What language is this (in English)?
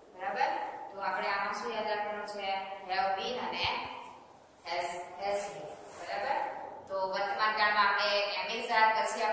Gujarati